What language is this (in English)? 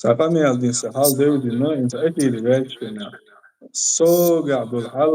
Chechen